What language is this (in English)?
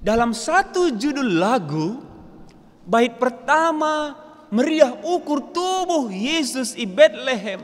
Batak Karo